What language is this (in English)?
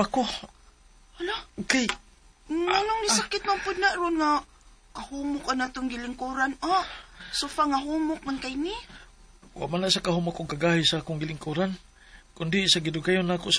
Cebuano